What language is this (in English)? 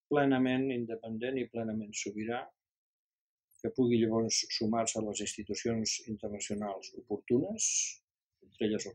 Catalan